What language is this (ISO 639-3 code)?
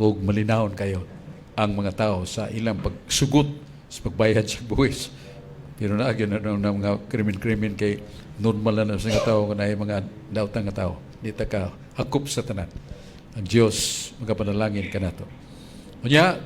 ceb